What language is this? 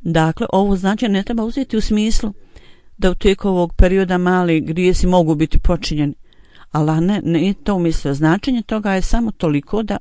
Bosnian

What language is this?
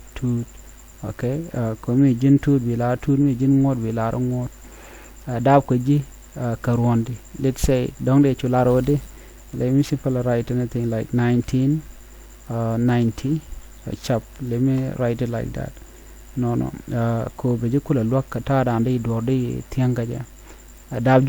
Nuer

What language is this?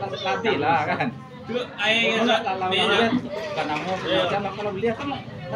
Minangkabau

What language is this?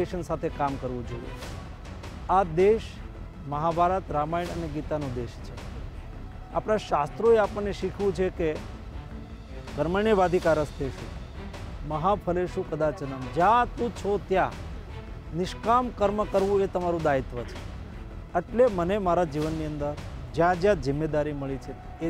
Gujarati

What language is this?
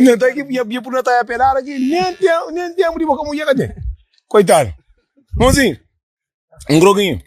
Kabuverdianu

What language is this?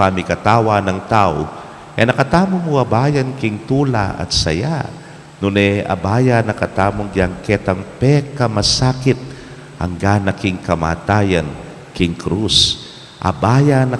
Pampanga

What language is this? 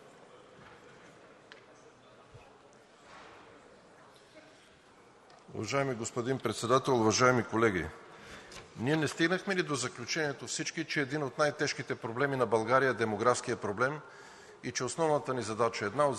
Bulgarian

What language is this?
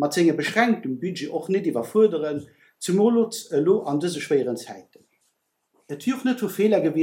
Luxembourgish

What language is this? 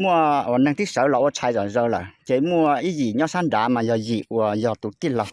Hmong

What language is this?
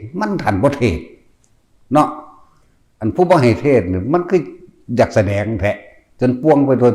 Northeastern Thai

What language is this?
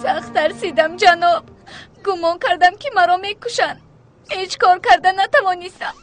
Tajik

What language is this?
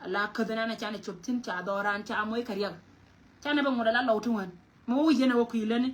Nuer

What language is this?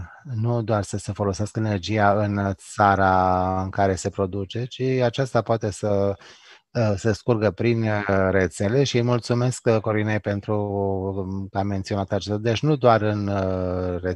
Romanian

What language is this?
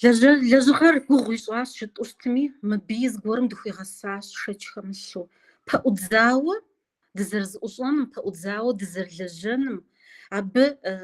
Kabardian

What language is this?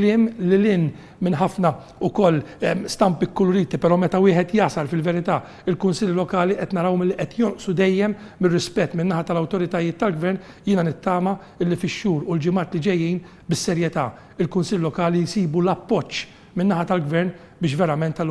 Maltese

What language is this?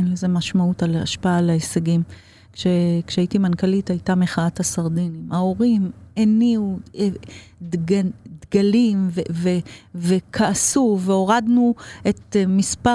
Hebrew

